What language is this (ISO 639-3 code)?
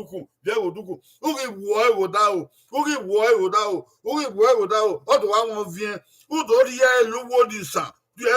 bin